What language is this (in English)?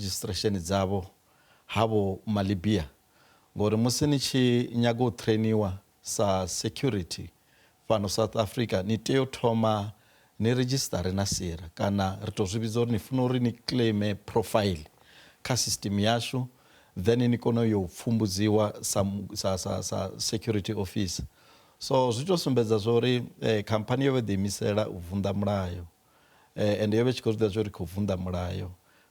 Venda